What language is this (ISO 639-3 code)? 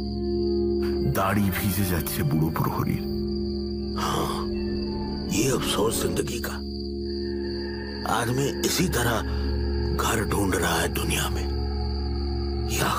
ben